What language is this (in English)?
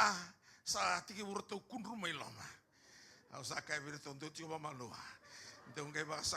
Fijian